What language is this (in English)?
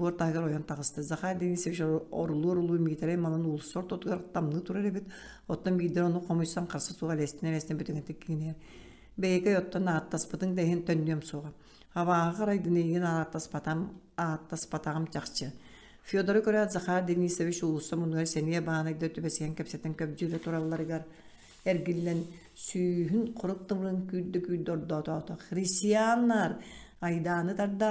Yakut